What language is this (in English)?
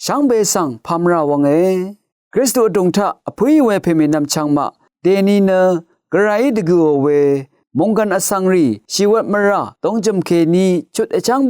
Rawang